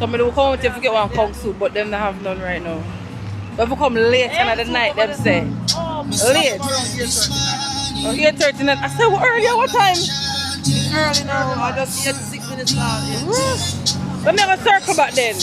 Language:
Jamaican Creole English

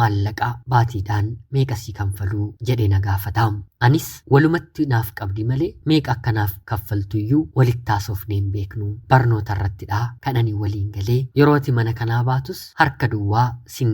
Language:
Oromo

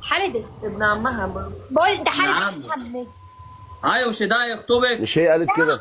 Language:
Egyptian Arabic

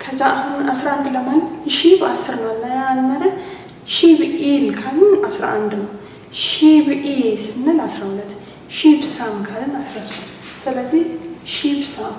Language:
Amharic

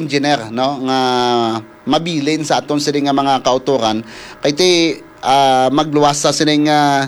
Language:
Hiligaynon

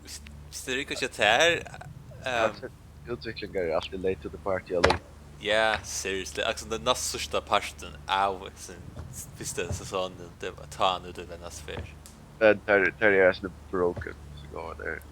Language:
Faroese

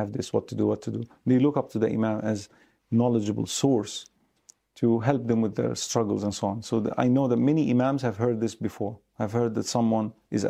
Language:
English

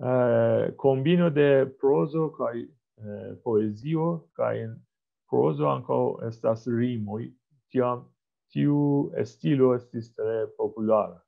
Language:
Esperanto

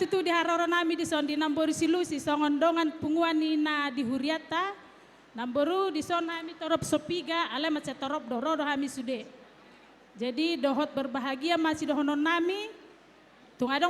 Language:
Batak Toba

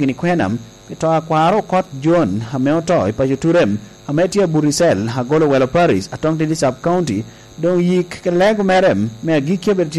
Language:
Lango (Uganda)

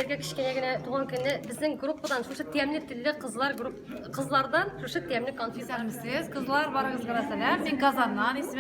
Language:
Tatar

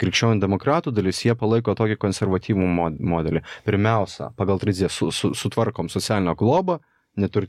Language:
Lithuanian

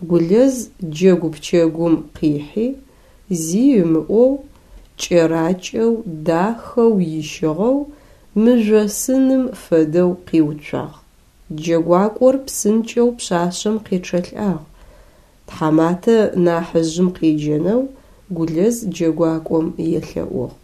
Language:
Adyghe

